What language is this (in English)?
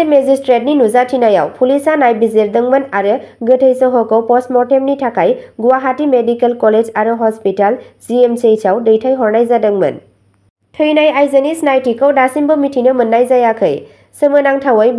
Bodo